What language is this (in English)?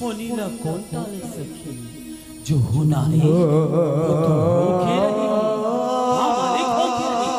Chhattisgarhi